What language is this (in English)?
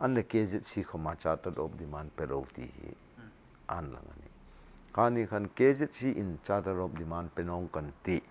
Hmar